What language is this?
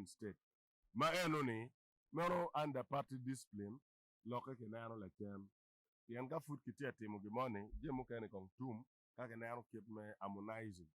Acoli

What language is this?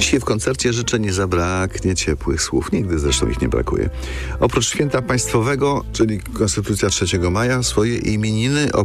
Polish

